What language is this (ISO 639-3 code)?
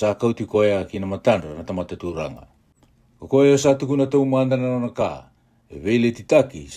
fij